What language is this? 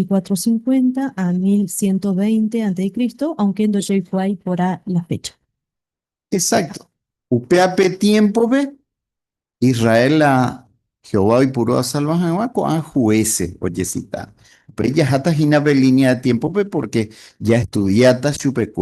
Guarani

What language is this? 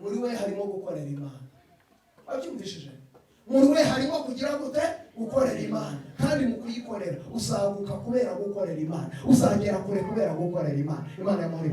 Kinyarwanda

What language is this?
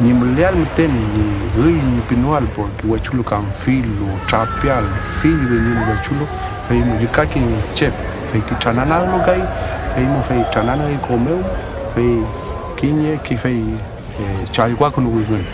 Mapuche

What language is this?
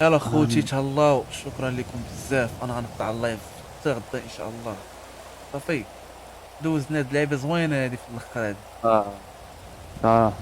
Moroccan Arabic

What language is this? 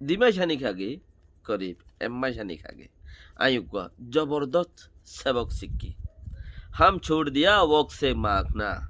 Rohingya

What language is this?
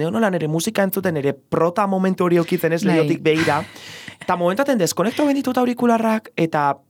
Basque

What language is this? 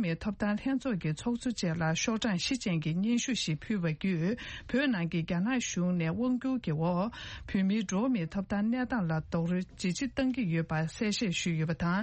Tibetan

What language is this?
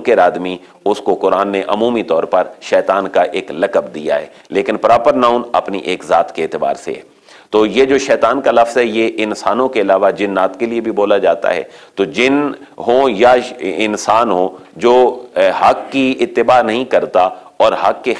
Urdu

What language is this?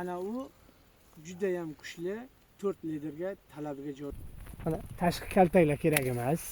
Uzbek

